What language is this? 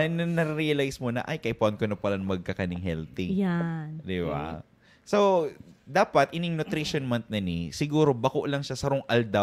Bikol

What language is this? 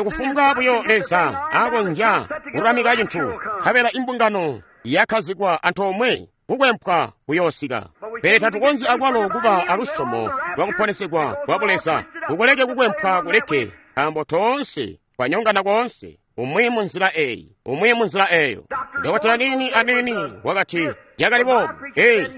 Tonga (Zambia)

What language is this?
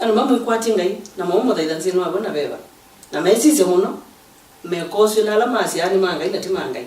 Kamba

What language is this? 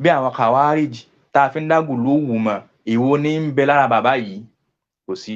Yoruba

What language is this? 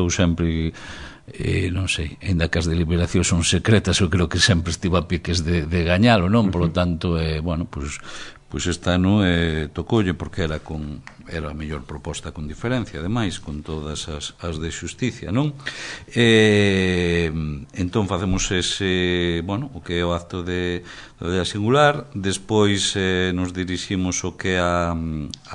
Galician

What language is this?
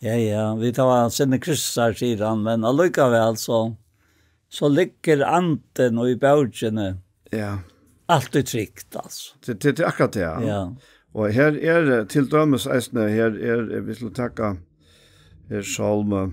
Faroese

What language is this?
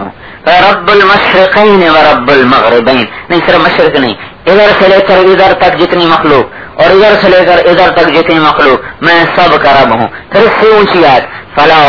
Urdu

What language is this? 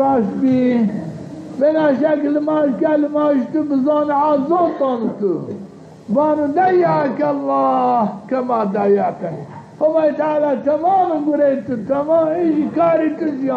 Zaza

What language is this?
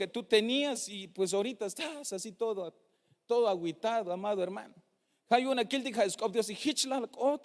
Tzeltal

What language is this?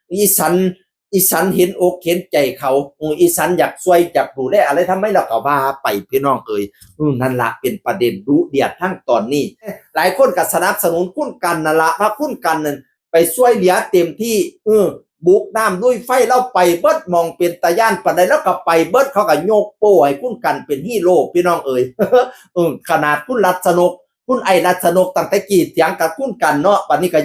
Northeastern Thai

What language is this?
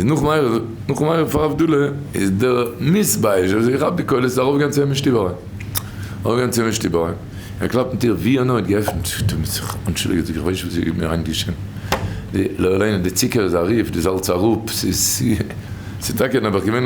Yiddish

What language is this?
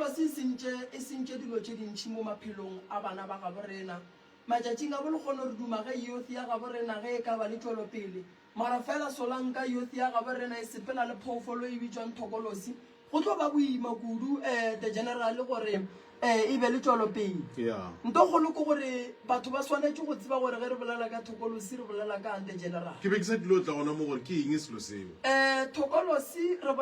Northern Sotho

